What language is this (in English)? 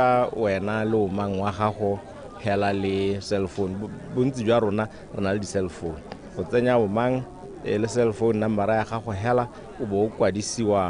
Tswana